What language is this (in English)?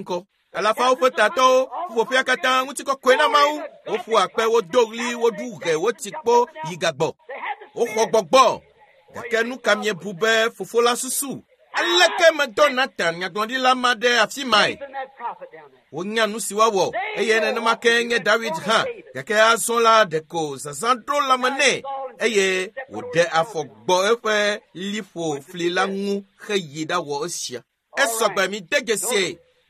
Ewe